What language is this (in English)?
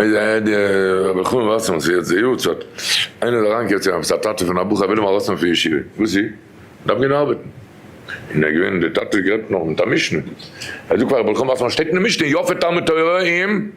Yiddish